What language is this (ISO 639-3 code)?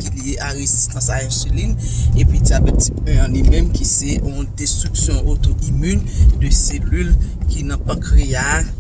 hat